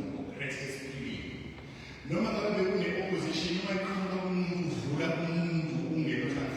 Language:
Zulu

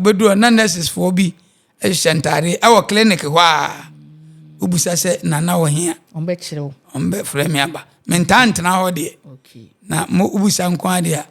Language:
Akan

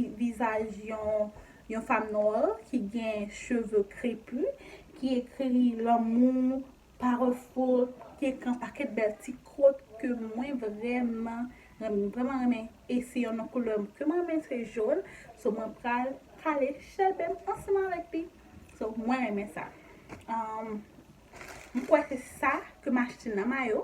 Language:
Haitian Creole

